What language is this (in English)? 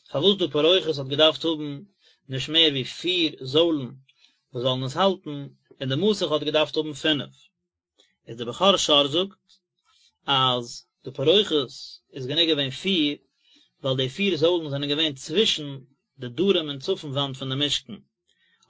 Yiddish